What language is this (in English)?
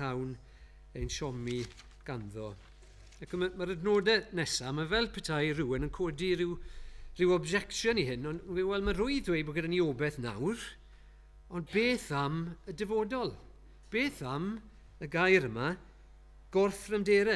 Welsh